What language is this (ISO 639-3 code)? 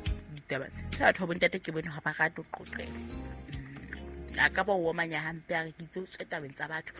sot